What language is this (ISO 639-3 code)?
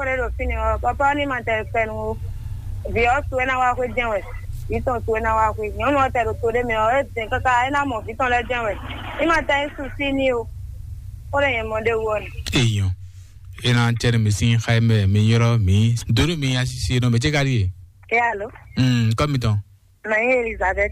fon